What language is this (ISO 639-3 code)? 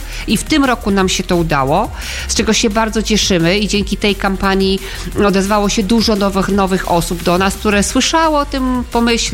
pol